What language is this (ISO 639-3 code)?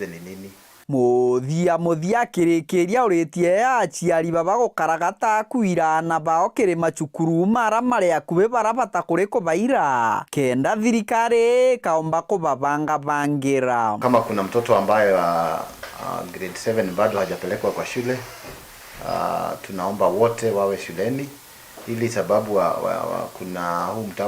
mer